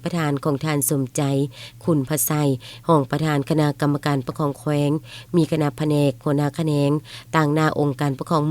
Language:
Lao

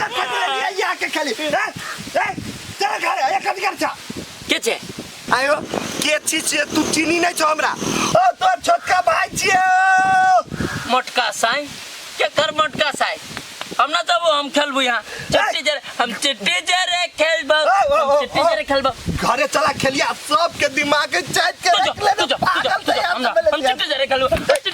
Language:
Maithili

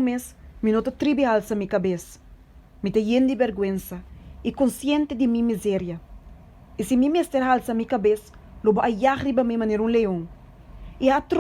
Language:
Papiamento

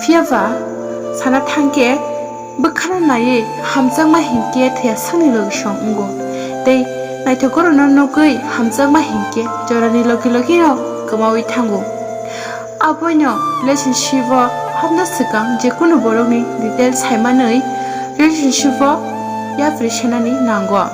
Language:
Kok Borok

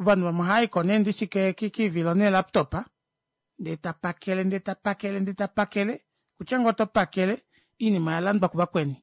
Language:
Kuanyama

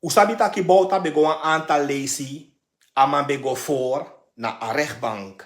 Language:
Sranan Tongo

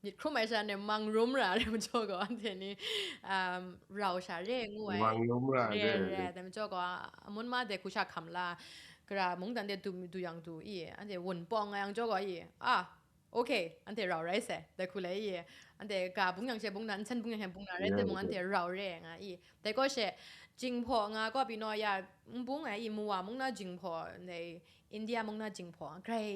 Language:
Kachin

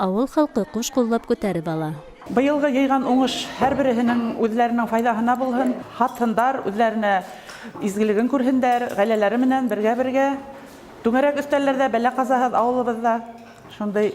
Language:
Bashkir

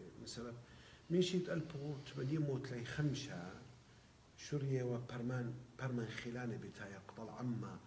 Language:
Assyrian Neo-Aramaic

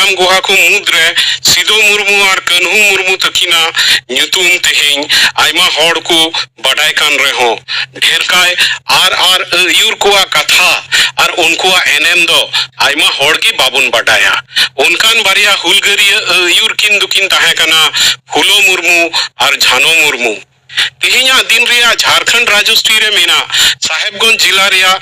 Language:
Santali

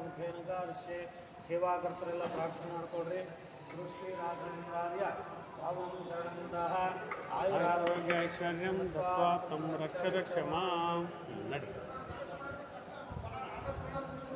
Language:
Kannada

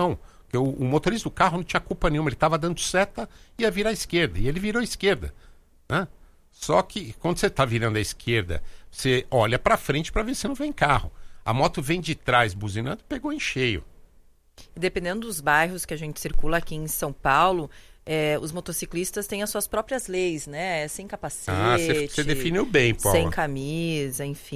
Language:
Portuguese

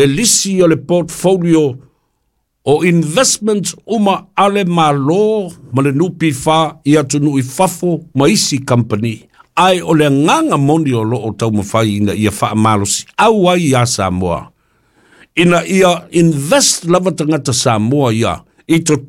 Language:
Samoan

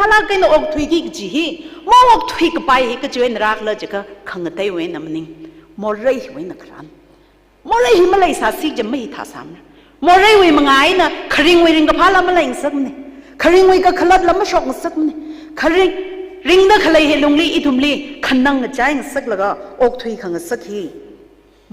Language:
Tangkhul Naga (India)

